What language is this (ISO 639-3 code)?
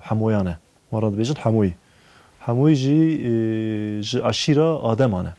kur